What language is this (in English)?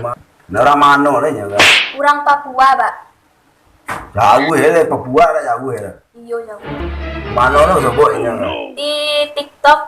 Minangkabau